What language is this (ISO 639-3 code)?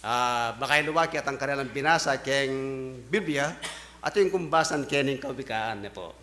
pam